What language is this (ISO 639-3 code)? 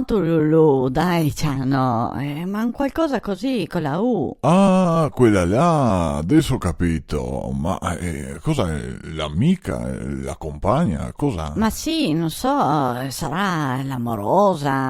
vec